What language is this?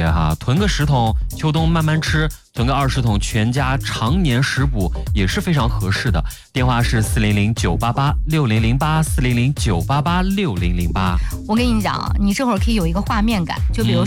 Chinese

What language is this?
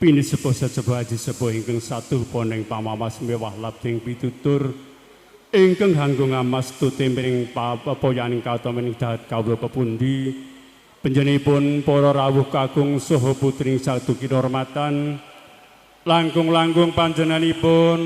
Javanese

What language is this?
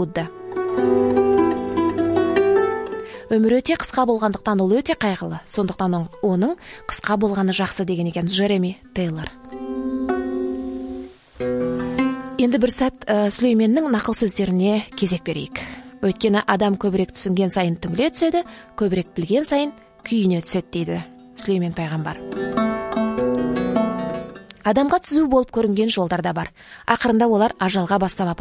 Kazakh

